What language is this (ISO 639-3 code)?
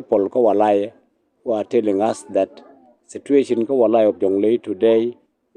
nus